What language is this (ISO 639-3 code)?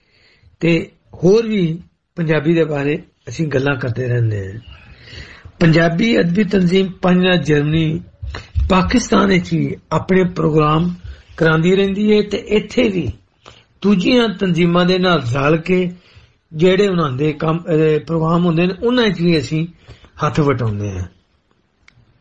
pan